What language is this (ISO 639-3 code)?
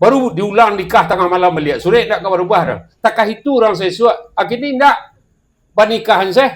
min